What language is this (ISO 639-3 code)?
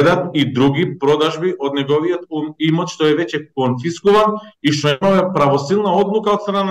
mkd